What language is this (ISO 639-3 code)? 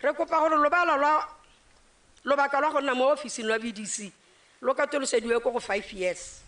tsn